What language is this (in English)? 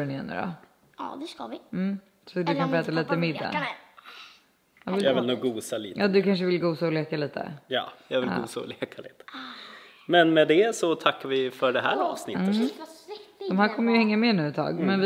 Swedish